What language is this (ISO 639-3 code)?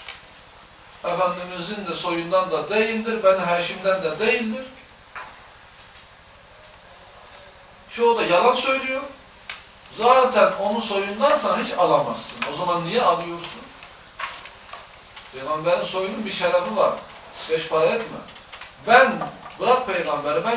tur